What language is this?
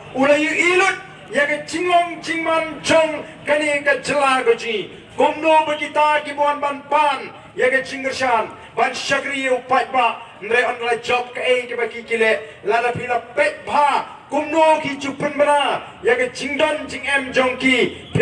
Khasi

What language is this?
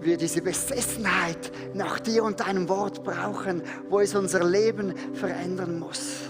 Swiss German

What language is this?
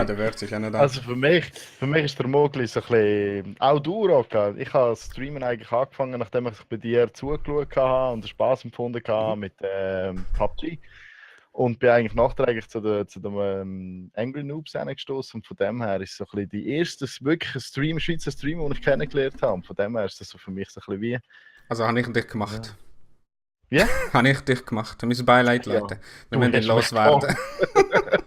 Swiss German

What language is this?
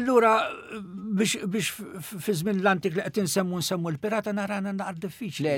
Maltese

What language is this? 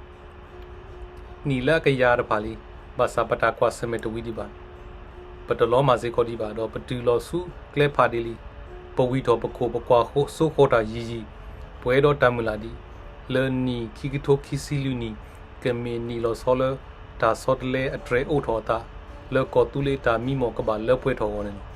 S'gaw Karen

